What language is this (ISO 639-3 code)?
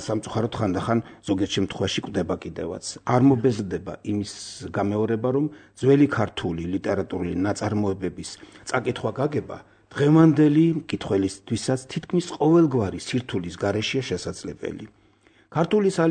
kat